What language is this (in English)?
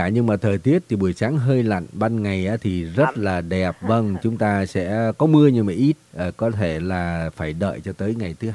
Vietnamese